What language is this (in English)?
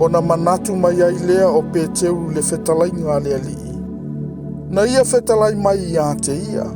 Samoan